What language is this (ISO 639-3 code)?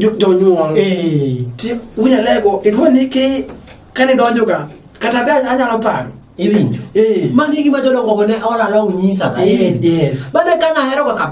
luo